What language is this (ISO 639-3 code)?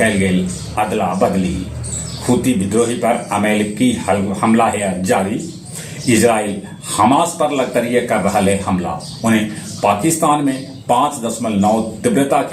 mag